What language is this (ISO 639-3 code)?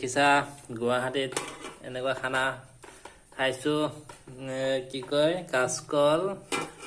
asm